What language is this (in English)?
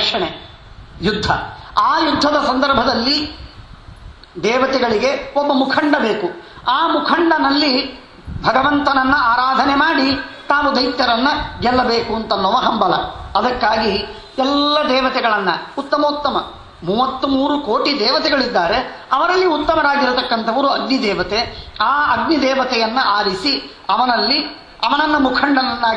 Kannada